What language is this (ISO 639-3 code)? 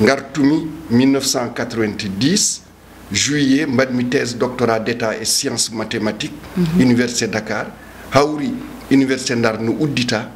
ful